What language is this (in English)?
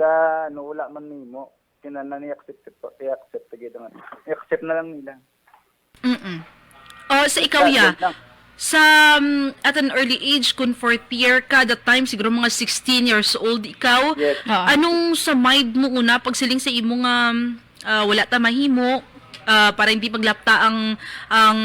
Hiligaynon